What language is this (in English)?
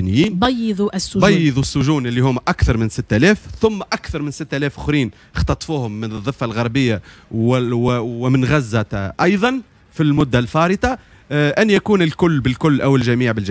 Tunisian Arabic